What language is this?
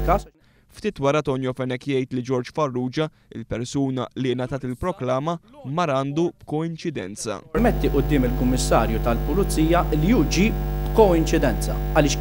Maltese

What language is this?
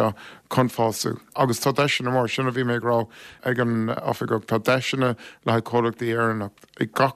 Irish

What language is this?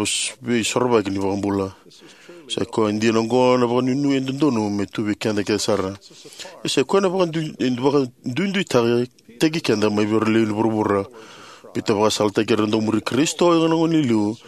Fijian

